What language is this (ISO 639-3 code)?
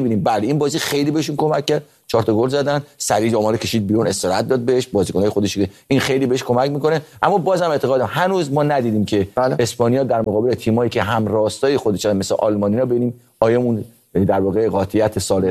fas